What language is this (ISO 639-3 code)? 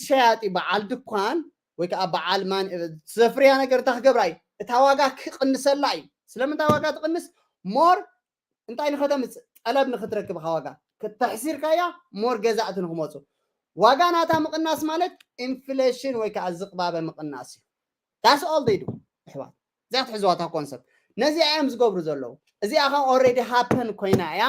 tir